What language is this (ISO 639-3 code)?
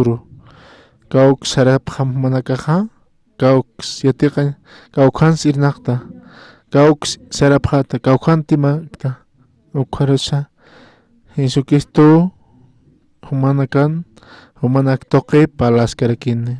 aym